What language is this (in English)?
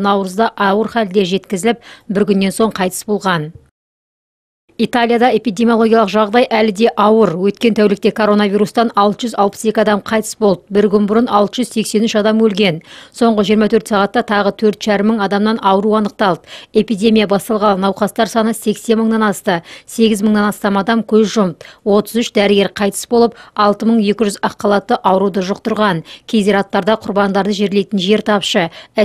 Kazakh